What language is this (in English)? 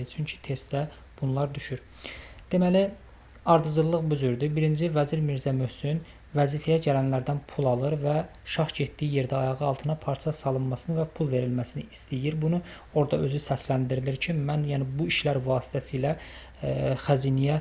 Azerbaijani